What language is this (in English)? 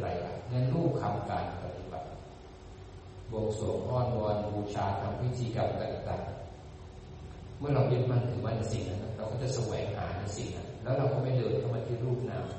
Thai